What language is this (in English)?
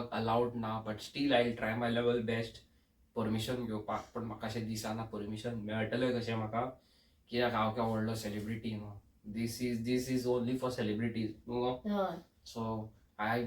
Konkani